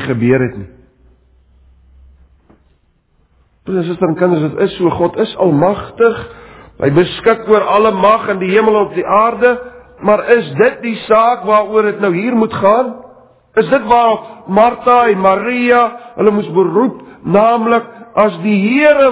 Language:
Afrikaans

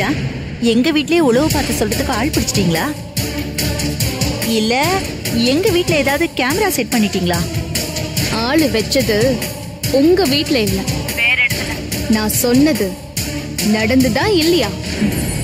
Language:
Tamil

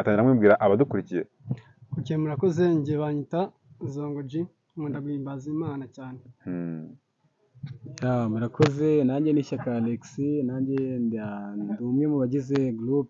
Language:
Kinyarwanda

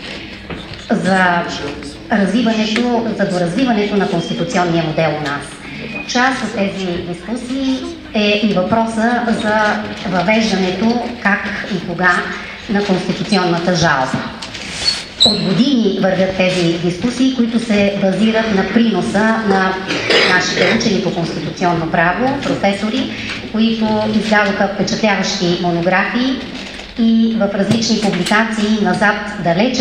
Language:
Bulgarian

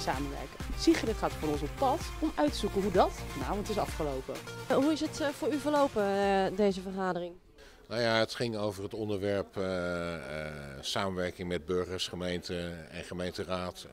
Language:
Dutch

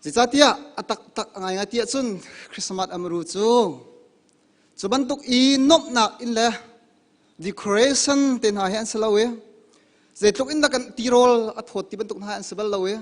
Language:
Hakha Chin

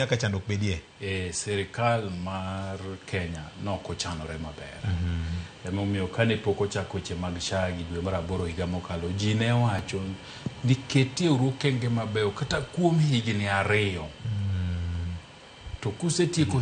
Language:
Luo (Kenya and Tanzania)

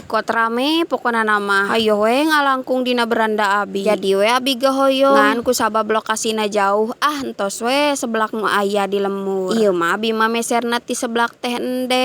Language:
Sundanese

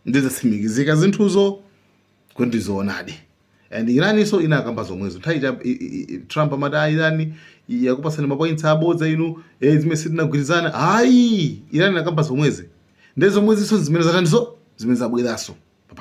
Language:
Nyanja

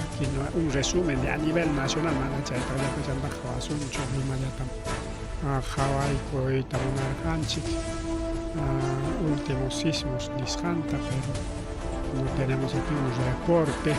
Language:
Ayacucho Quechua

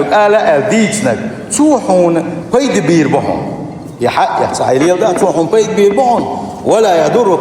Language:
Chechen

